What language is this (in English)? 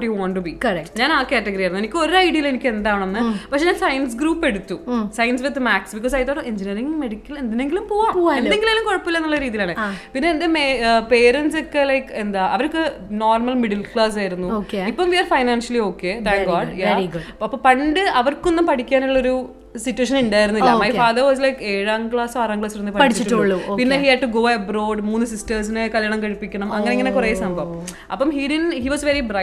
Malayalam